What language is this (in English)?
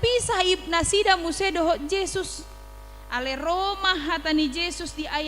Batak Toba